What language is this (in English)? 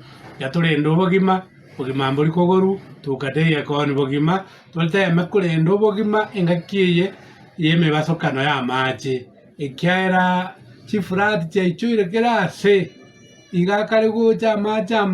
Gusii